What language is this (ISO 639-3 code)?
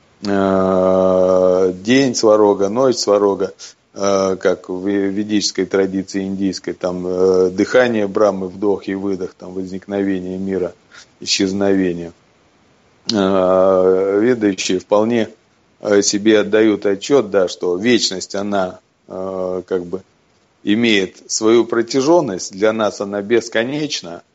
rus